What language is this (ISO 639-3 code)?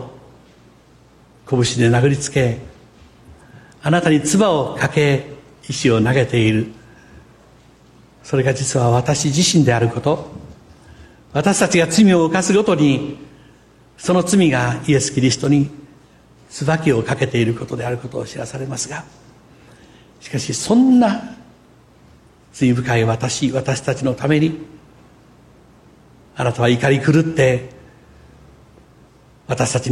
jpn